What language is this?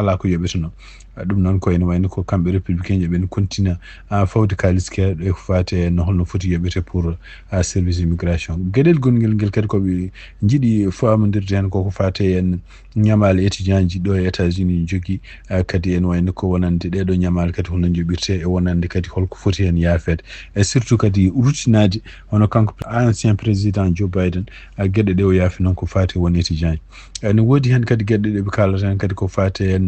Fula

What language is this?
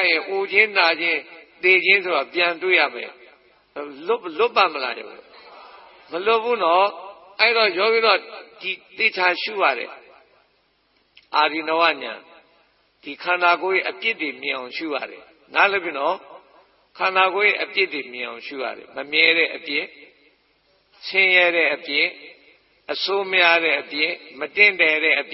Burmese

